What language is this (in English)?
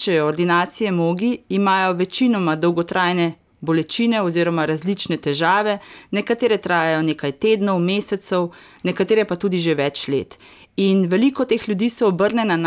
Slovenian